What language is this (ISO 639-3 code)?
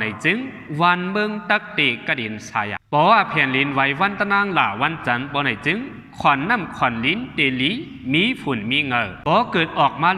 shn